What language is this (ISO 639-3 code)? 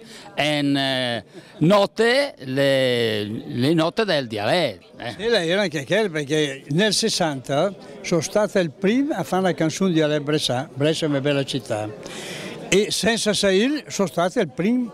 lmo